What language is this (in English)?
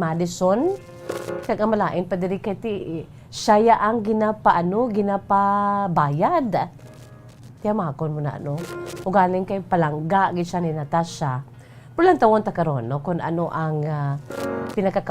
Hiligaynon